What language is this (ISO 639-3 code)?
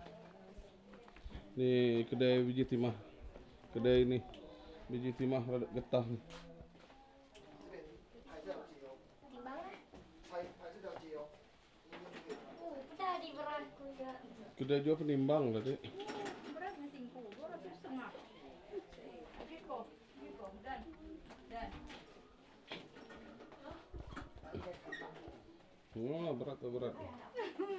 msa